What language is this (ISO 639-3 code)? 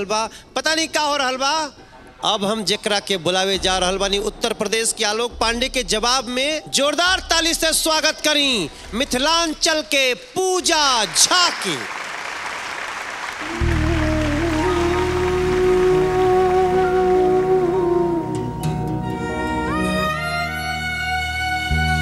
bho